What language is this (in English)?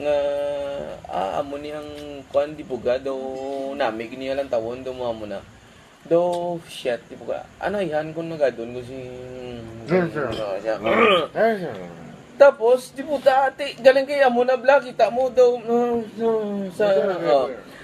Hiligaynon